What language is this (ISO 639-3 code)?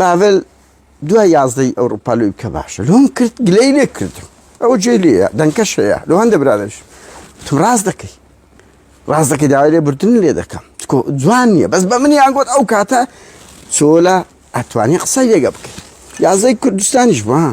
ckb